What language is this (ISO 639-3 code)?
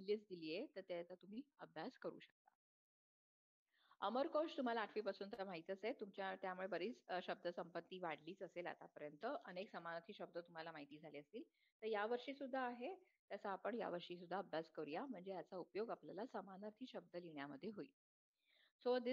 mar